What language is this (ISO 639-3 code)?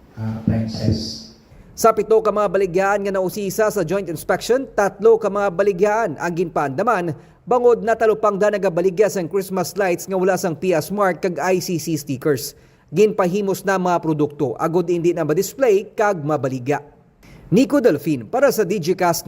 hil